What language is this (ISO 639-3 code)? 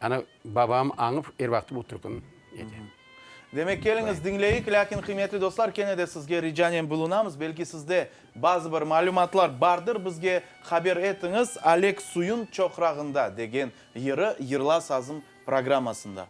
crh